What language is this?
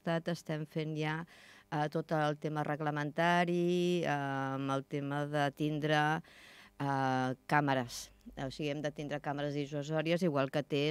Catalan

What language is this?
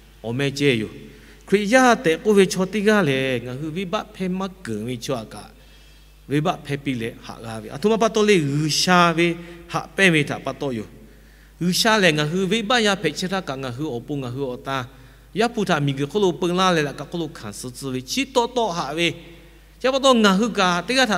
Lahu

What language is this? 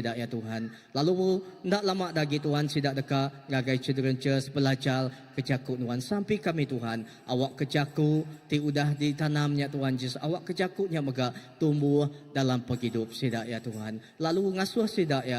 Iban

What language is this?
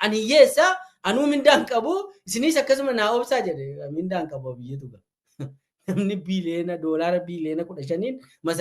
Oromo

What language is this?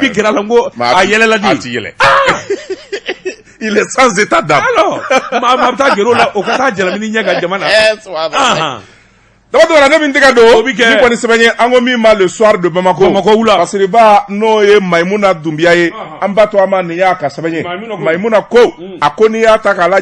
Bambara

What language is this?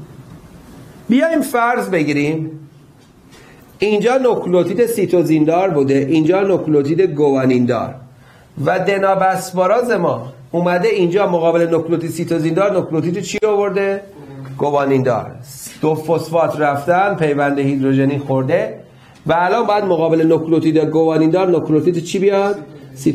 Persian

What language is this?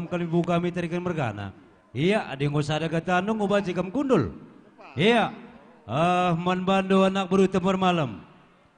Batak Karo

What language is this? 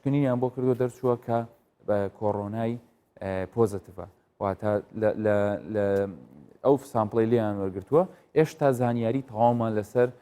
Central Kurdish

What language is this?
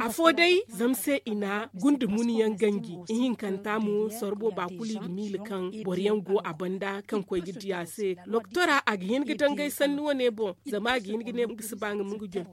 Zarma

